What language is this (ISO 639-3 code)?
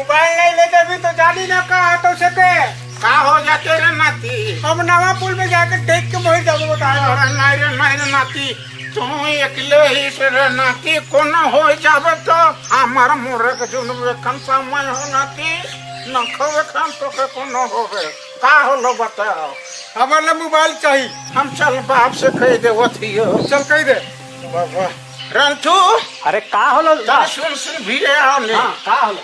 sck